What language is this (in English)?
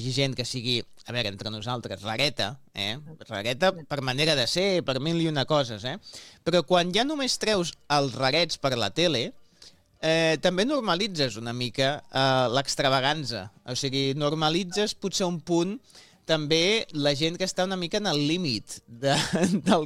Catalan